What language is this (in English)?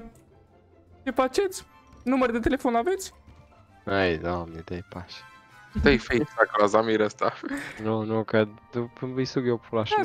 Romanian